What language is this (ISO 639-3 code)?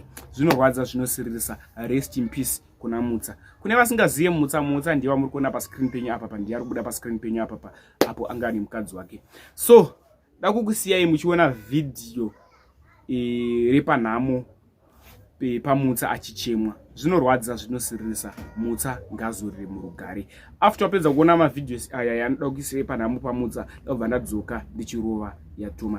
sna